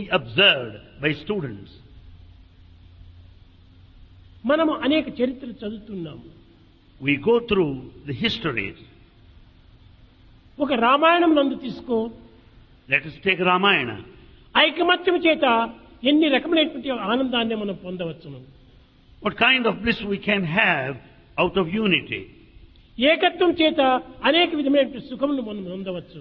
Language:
Telugu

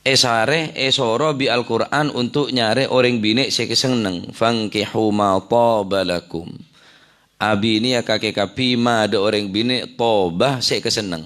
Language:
Madurese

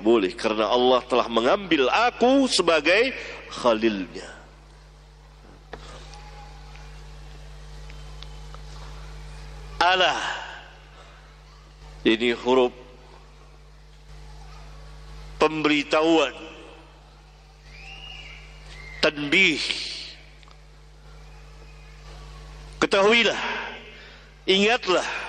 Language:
Indonesian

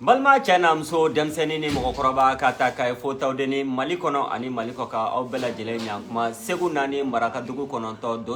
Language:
Bambara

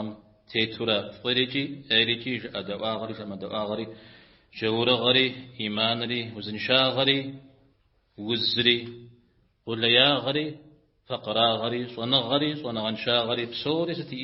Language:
Kabardian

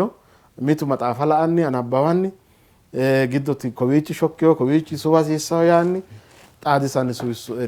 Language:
Sidamo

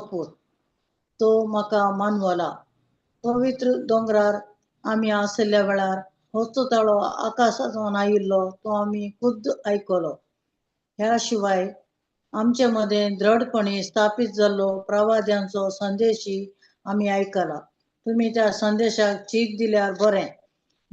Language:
Konkani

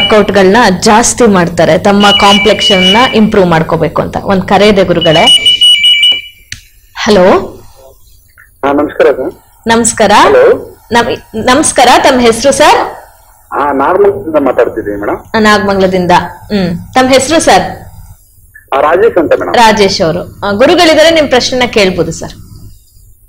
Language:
Kannada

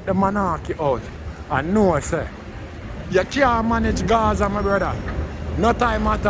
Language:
Jamaican Creole English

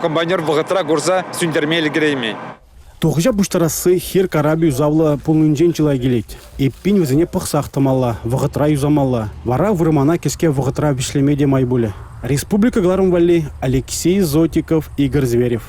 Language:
Chuvash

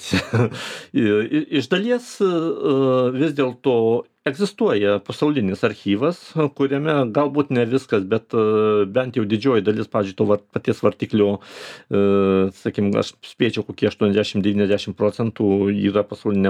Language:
Lithuanian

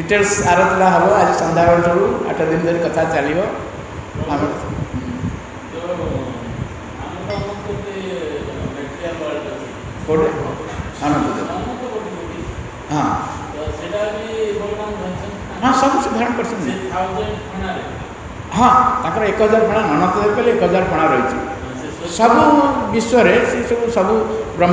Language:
Odia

